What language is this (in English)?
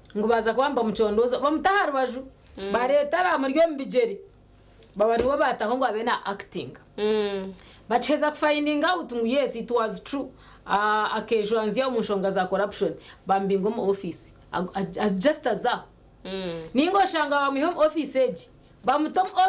Nyankole